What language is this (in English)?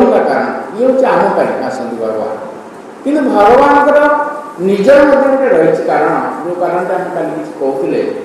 Odia